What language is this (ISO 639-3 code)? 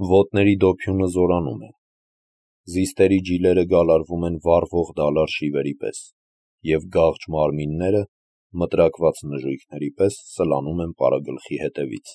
hye